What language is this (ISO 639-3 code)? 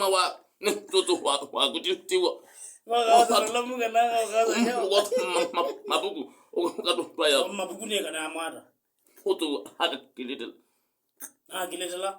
kam